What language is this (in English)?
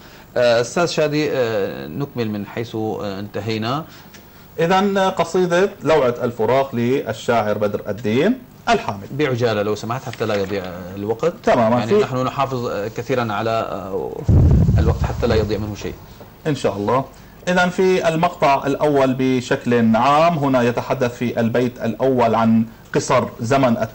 Arabic